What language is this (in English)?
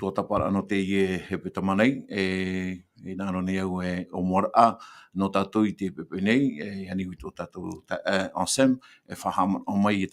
Tahitian